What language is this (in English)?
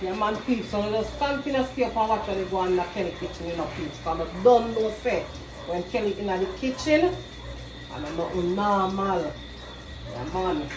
Jamaican Creole English